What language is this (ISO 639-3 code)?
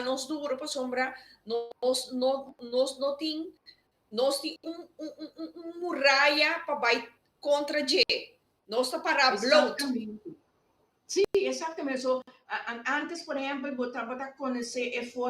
pap